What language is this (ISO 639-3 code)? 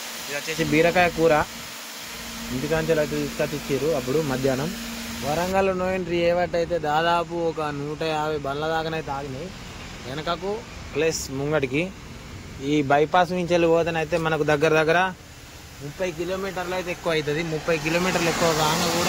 tel